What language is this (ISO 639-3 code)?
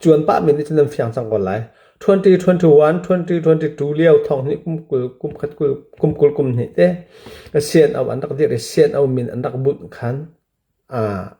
cnh